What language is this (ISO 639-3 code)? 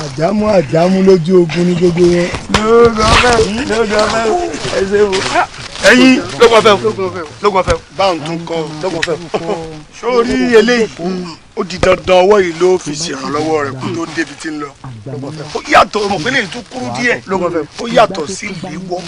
yor